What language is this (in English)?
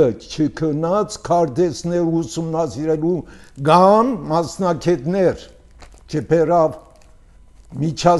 Armenian